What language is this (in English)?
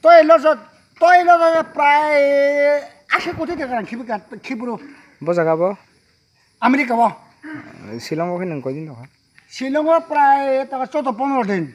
Kok Borok